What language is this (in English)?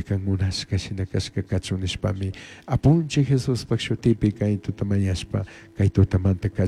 Chimborazo Highland Quichua